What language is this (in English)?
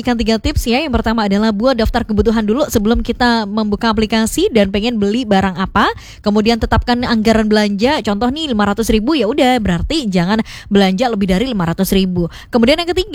Indonesian